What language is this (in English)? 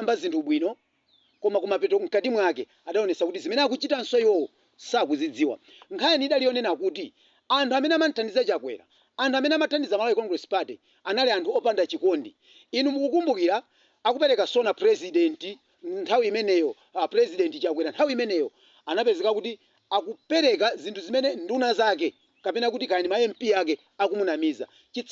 Nyanja